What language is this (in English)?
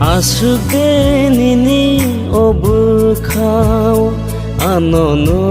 Kok Borok